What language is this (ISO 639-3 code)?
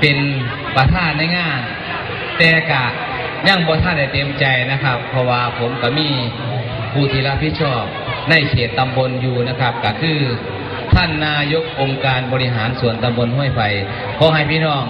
tts